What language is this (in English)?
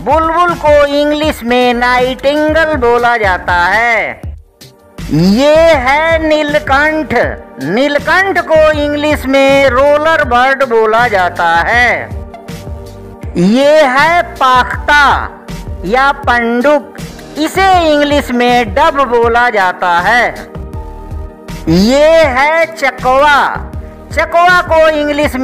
Hindi